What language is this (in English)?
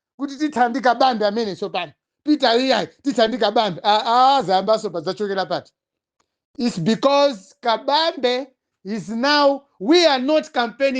Nyanja